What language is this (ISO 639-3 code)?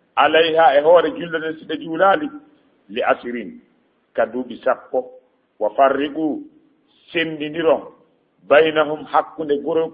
ful